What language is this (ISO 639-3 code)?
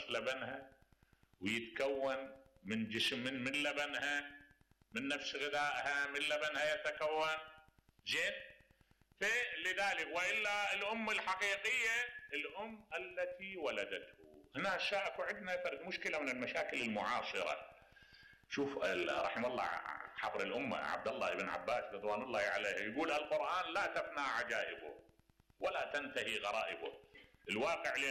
acm